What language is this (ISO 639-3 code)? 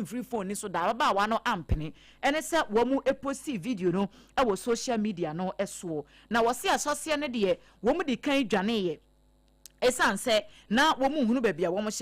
aka